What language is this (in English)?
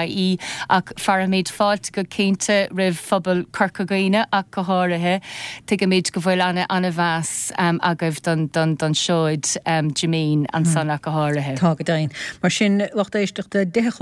Irish